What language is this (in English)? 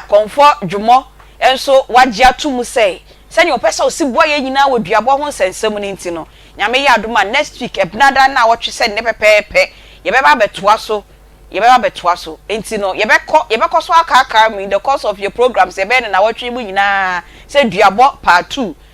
Akan